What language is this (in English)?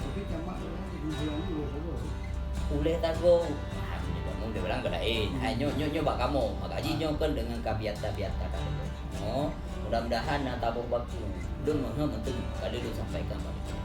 Achinese